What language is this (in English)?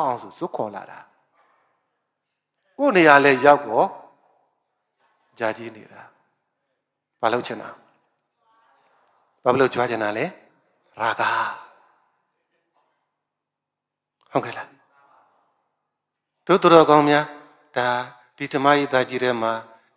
Burmese